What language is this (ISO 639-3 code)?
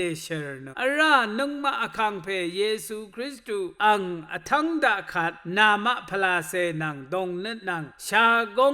raw